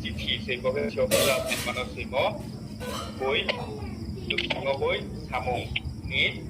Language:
Riang (India)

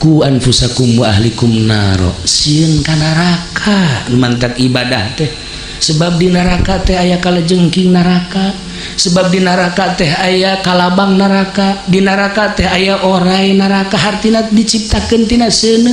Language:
Sundanese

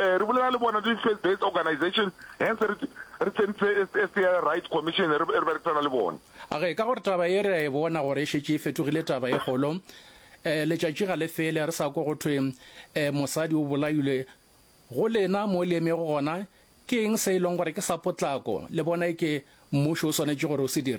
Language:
Northern Sotho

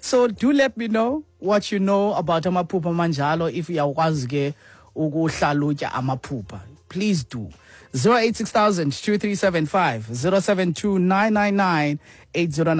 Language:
Xhosa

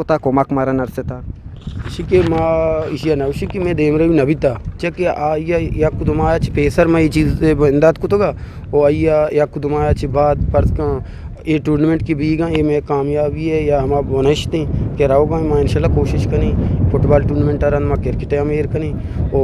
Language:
Eastern Balochi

